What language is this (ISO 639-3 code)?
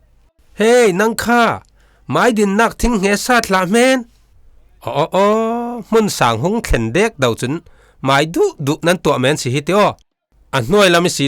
cfm